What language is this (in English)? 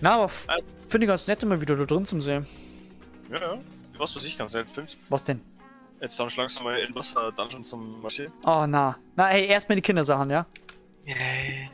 Bavarian